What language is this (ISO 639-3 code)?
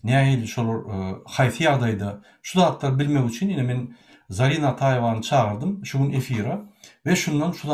tuk